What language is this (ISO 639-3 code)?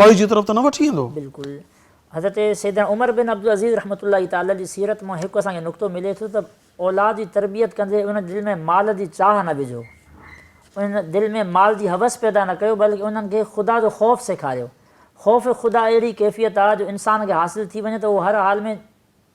snd